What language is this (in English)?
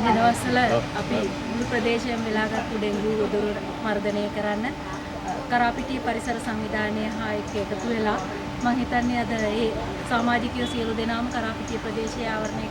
Sinhala